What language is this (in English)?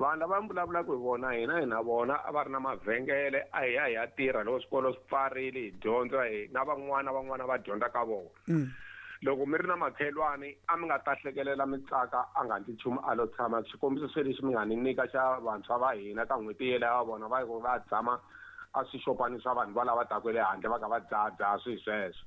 Tsonga